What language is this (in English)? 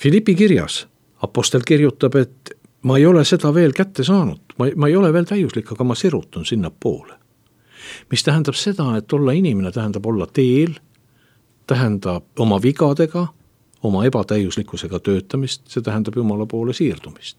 Estonian